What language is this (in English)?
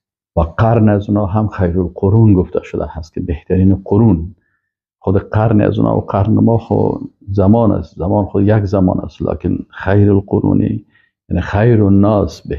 Persian